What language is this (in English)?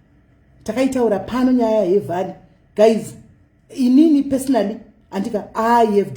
Shona